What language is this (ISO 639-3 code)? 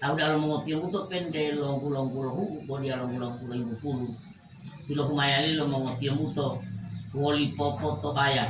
gor